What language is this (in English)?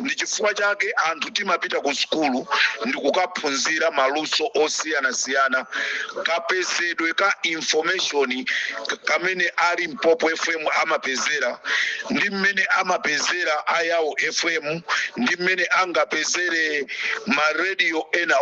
Nyanja